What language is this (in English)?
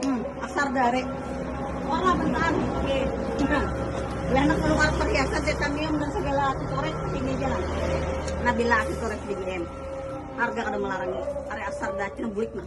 Banjar